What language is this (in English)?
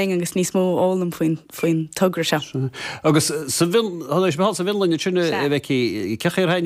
Irish